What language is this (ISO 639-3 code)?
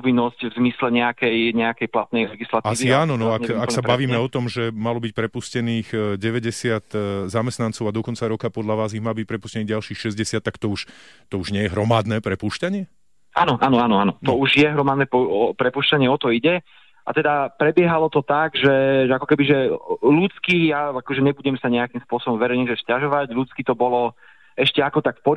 slk